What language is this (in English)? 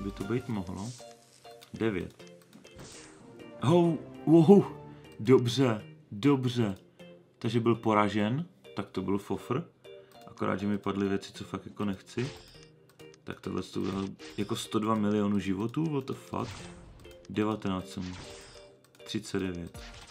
Czech